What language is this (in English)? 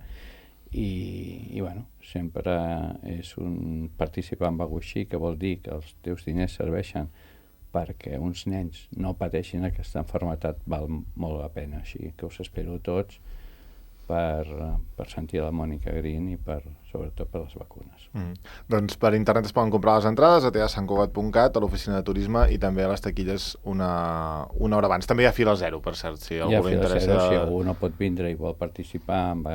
Catalan